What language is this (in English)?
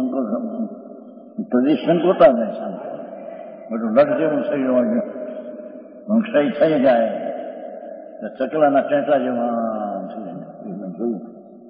Gujarati